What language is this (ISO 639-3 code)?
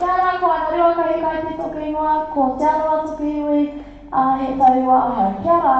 mri